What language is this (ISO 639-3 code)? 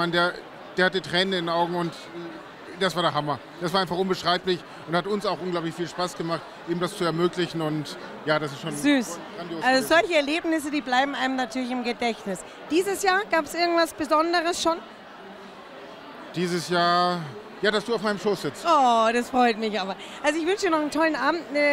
deu